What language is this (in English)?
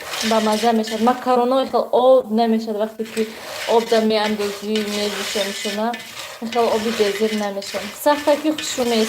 Tajik